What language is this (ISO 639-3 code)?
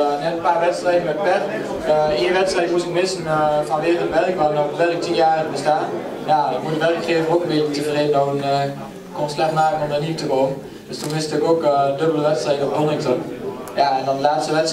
nld